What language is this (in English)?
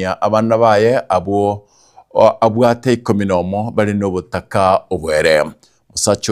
Gusii